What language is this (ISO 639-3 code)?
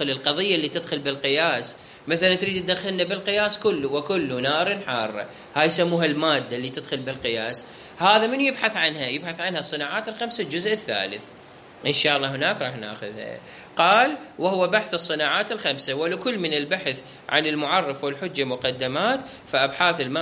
acm